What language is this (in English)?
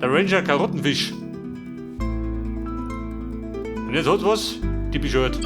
Bavarian